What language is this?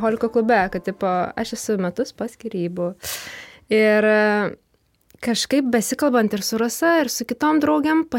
Lithuanian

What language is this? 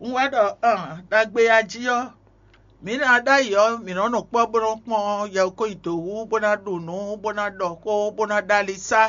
Fon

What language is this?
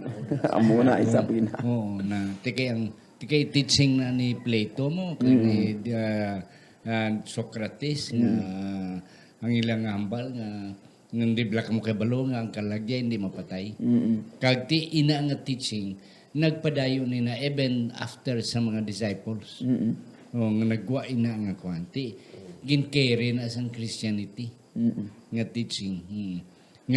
Hiligaynon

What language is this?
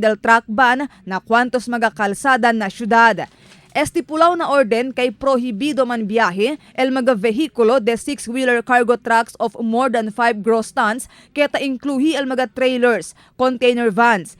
Chavacano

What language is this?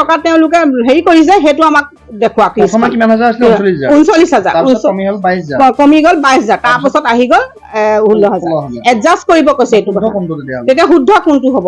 Assamese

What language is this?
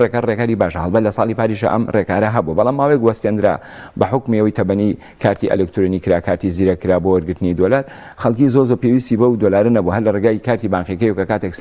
Central Kurdish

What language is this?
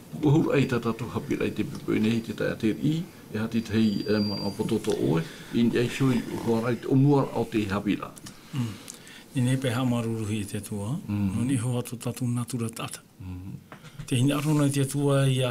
Tahitian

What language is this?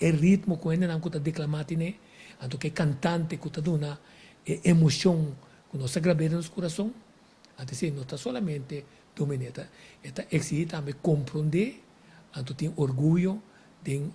Papiamento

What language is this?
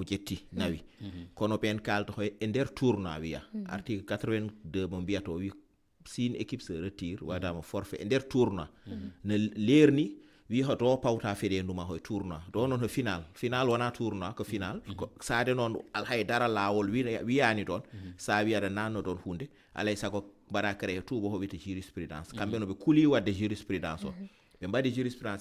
Fula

